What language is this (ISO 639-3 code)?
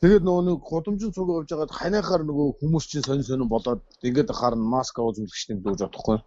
mon